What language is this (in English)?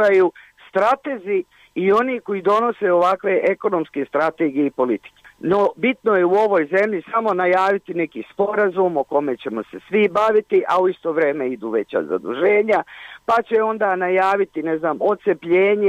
Bosnian